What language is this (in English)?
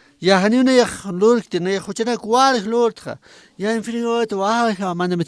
Aymara